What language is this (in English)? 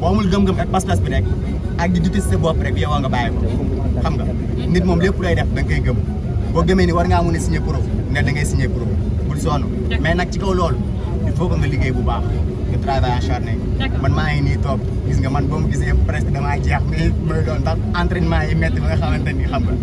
Wolof